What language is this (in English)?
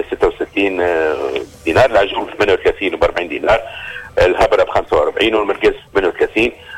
Tunisian Arabic